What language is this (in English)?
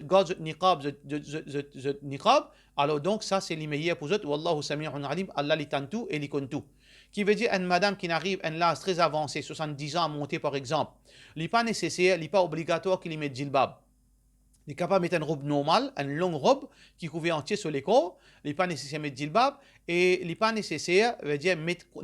Morisyen